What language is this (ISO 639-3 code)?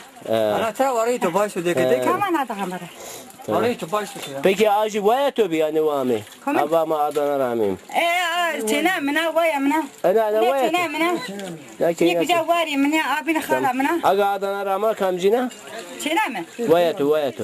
zza